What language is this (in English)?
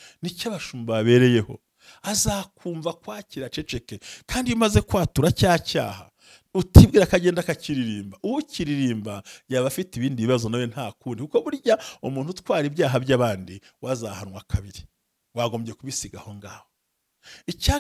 Kinyarwanda